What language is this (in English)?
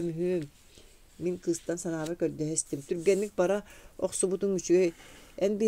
Yakut